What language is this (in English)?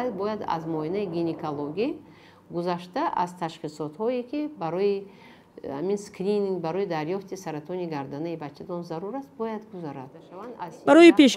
Tajik